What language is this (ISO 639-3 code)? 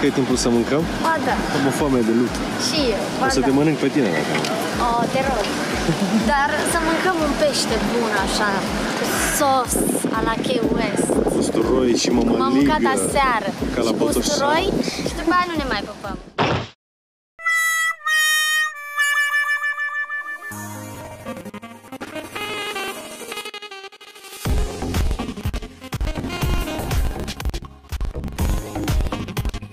ron